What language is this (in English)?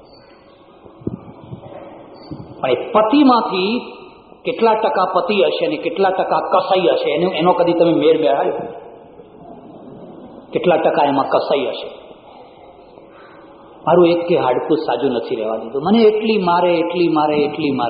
Gujarati